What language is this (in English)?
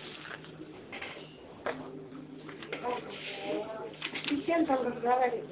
Estonian